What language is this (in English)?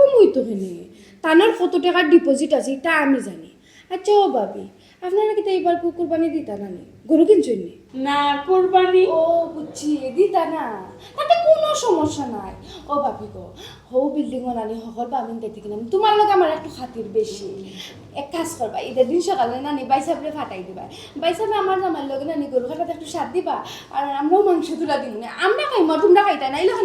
Sylheti